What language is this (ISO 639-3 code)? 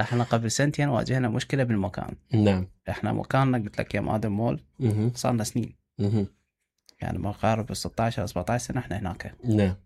acm